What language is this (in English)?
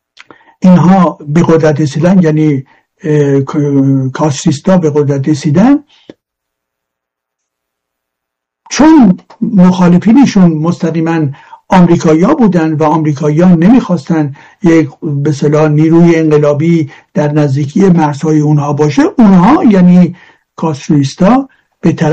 Persian